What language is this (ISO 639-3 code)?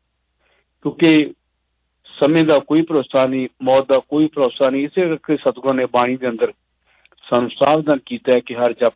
pan